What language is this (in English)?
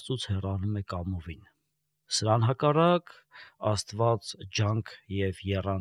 Armenian